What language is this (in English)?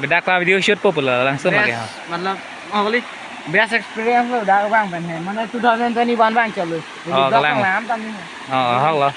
Karbi